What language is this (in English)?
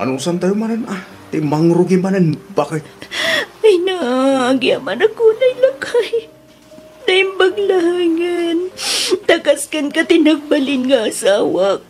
Iloko